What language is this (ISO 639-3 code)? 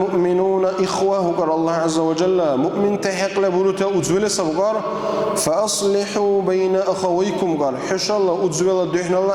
dar